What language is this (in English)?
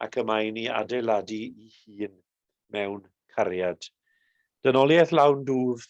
Welsh